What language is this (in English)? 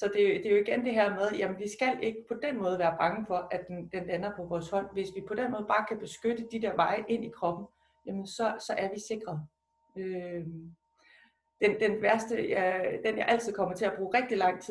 Danish